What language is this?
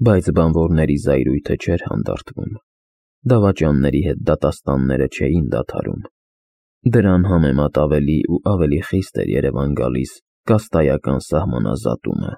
Armenian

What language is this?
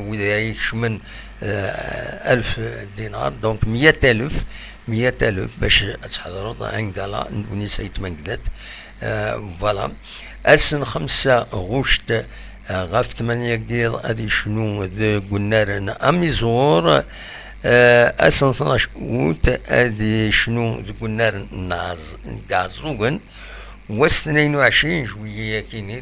Kabyle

